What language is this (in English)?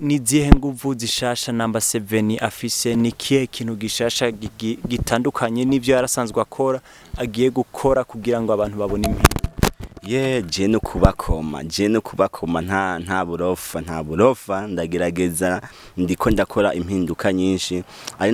Rundi